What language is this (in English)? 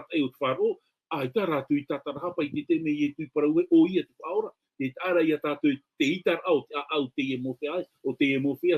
Tahitian